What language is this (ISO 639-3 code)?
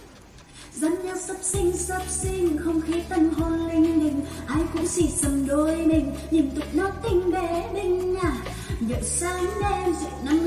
vie